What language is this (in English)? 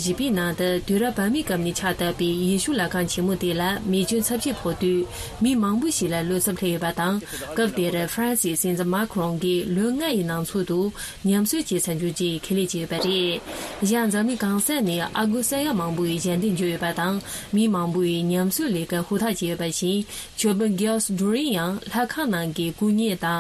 Tibetan